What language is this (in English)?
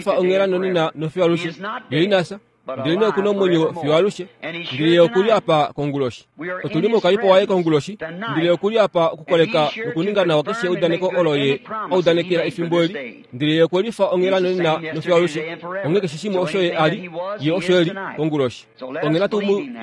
Kuanyama